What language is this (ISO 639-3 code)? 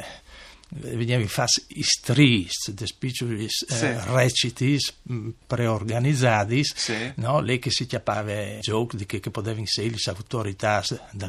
fur